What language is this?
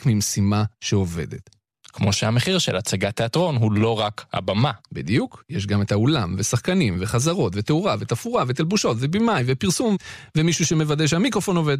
Hebrew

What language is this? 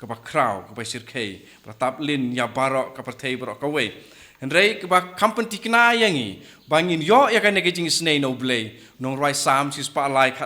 Khasi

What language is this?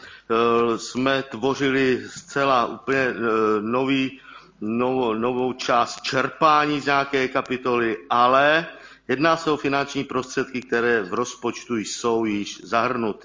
Czech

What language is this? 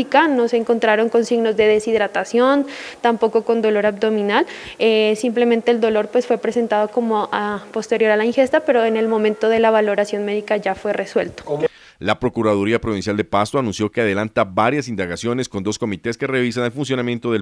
Spanish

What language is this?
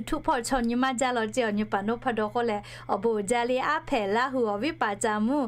Lahu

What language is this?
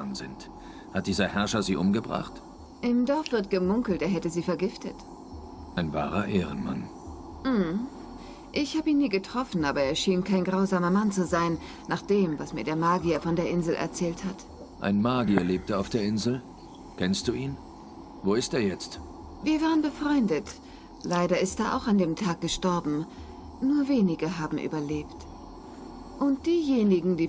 Swiss German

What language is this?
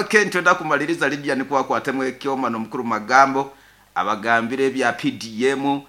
Nyankole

